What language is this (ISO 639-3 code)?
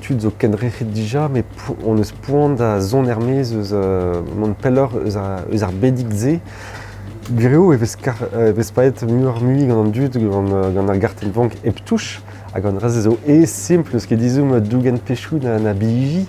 bre